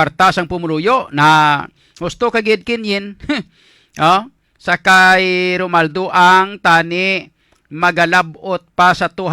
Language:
Hiligaynon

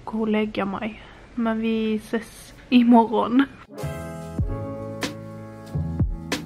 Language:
Swedish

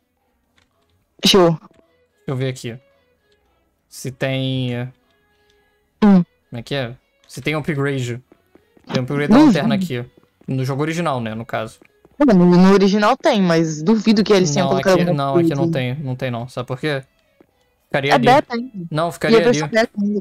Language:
Portuguese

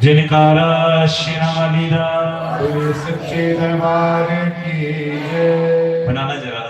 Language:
Dogri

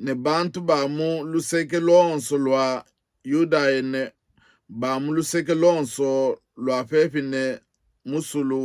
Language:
Luba-Lulua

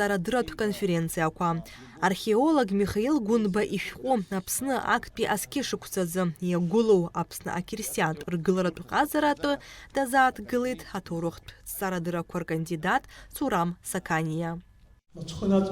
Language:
Abkhazian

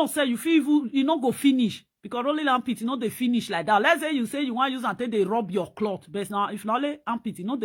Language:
Nigerian Pidgin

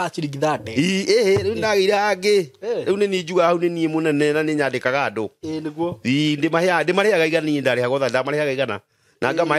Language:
Kikuyu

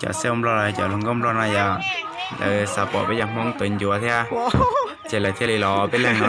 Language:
Hmong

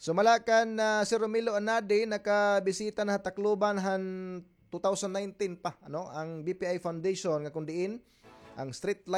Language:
Waray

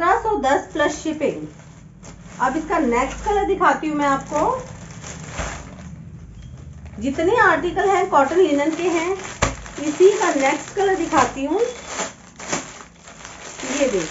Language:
Hindi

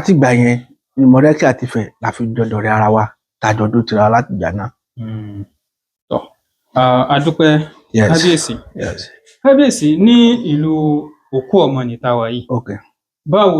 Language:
Yoruba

